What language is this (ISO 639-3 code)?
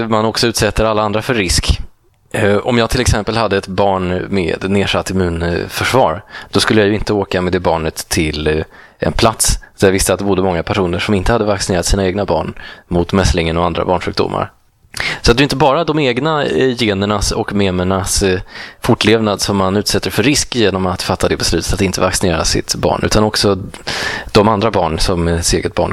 swe